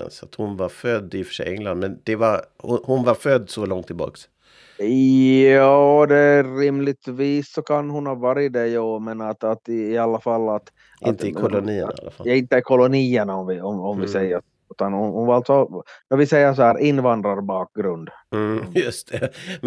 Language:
Swedish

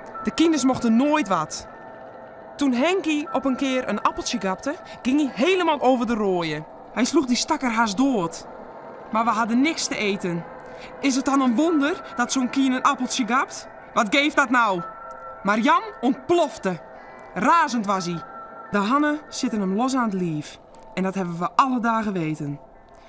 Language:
Western Frisian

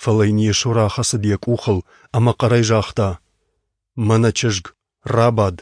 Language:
Ossetic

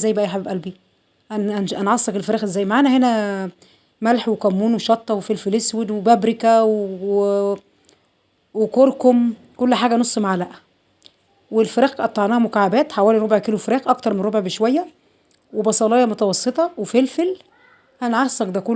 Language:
Egyptian Arabic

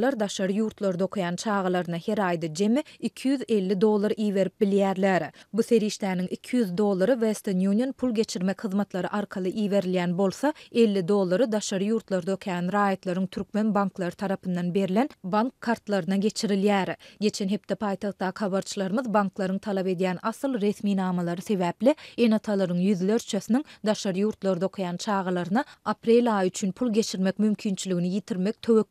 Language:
Turkmen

